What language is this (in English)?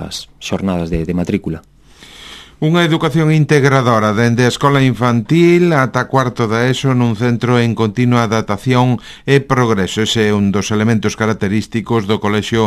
Galician